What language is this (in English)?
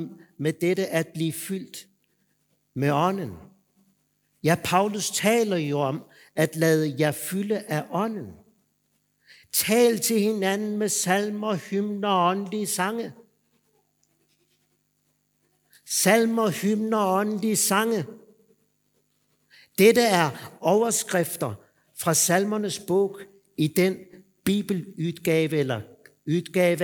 Danish